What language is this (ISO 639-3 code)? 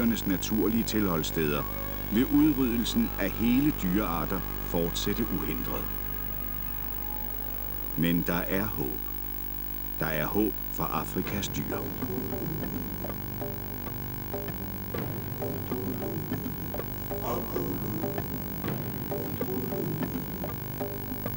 dan